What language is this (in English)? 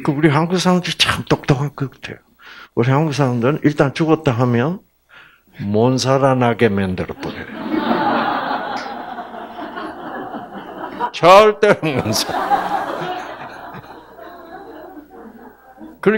Korean